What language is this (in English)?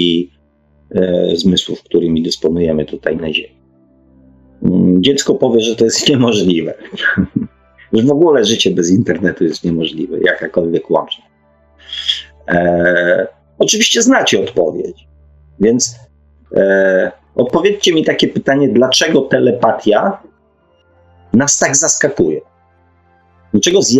Polish